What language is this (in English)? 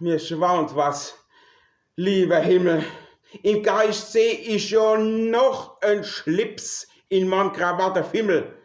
Palatine German